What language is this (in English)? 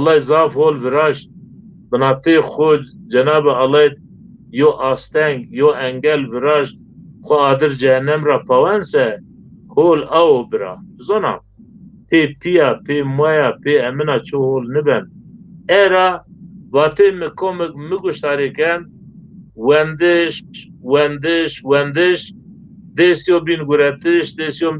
Zaza